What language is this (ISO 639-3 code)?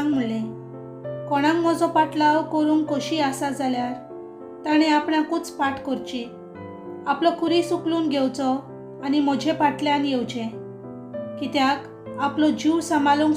kok